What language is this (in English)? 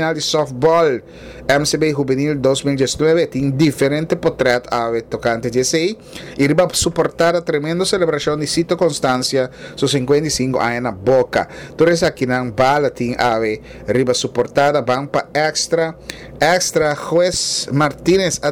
Papiamento